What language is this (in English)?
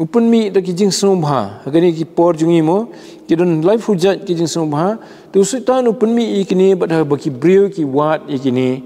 Khasi